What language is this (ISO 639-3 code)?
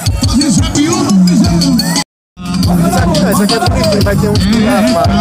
por